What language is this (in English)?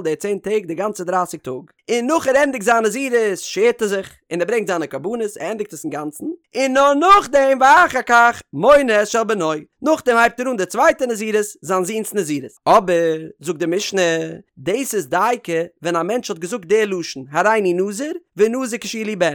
Yiddish